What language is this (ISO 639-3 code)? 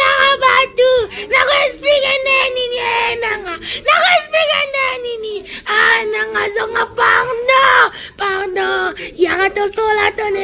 lin